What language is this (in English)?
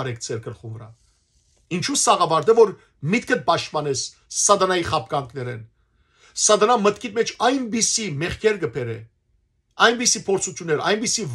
Western Armenian